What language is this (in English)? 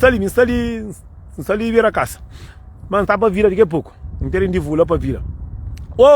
Kabuverdianu